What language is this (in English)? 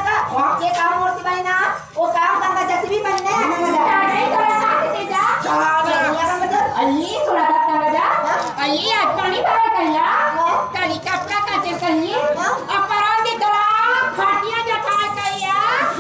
Chhattisgarhi